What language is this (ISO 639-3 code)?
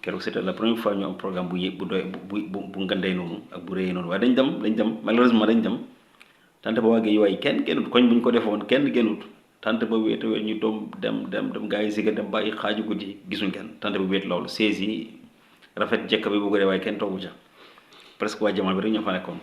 wol